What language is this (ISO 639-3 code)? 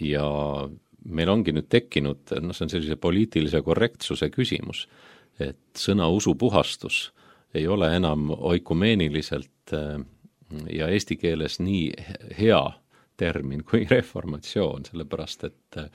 est